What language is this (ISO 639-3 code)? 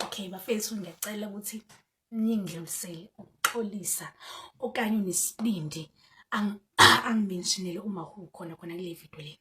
zul